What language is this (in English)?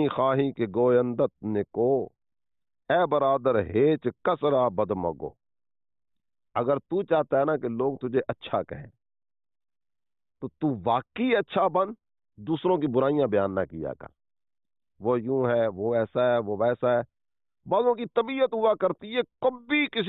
Urdu